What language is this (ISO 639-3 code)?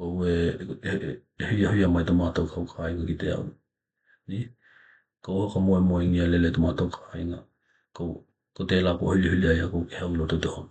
tkl